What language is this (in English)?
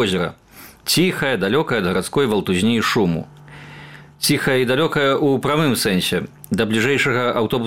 Belarusian